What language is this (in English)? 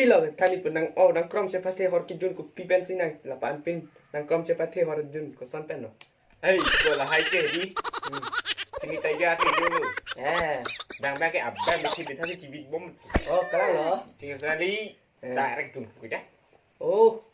Karbi